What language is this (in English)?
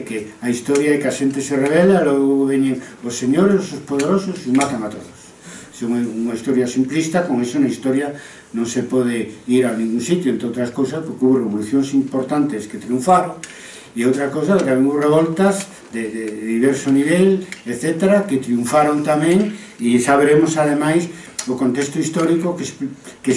Galician